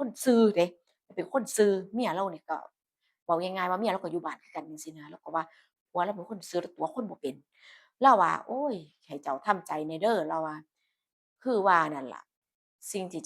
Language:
Northeastern Thai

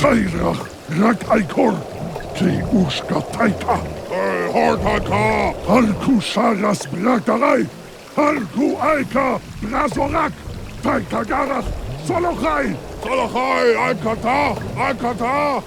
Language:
Bavarian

